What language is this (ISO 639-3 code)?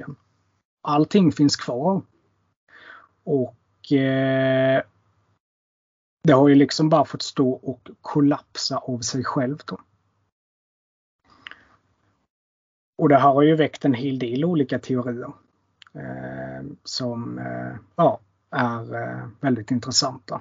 swe